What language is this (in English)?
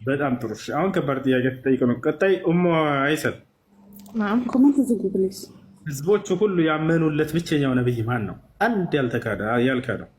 Amharic